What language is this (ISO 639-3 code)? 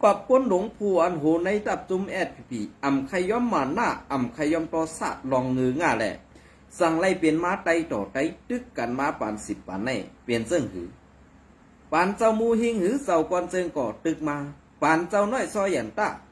shn